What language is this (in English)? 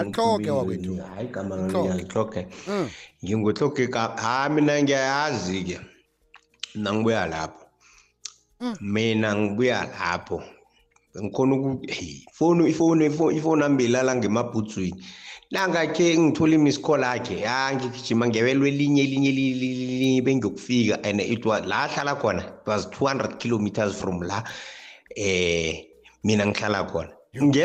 South Ndebele